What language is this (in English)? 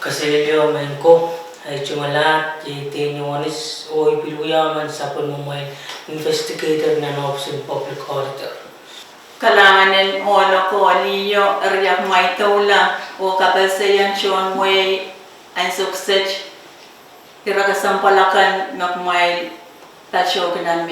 Pohnpeian